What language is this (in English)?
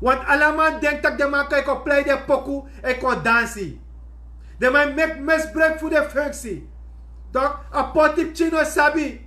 Sranan Tongo